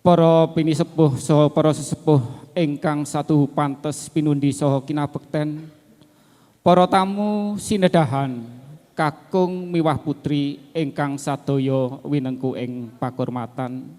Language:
Javanese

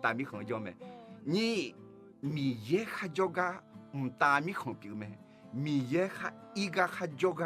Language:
Akha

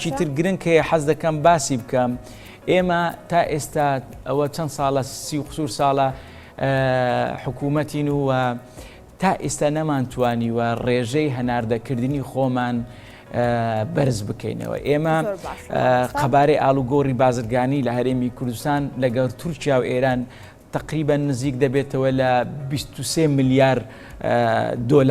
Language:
Central Kurdish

